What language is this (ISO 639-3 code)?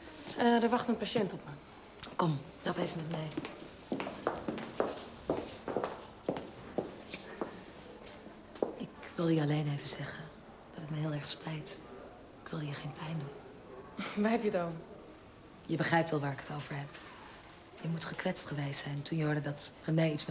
nld